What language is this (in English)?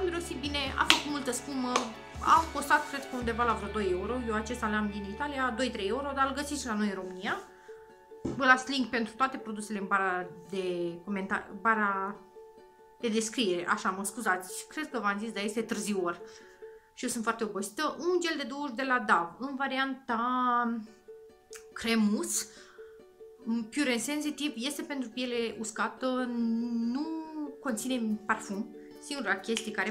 Romanian